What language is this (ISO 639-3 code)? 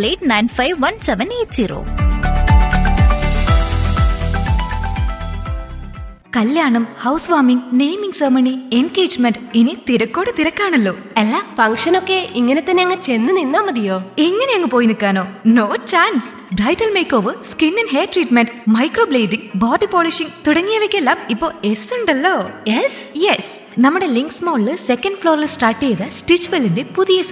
mal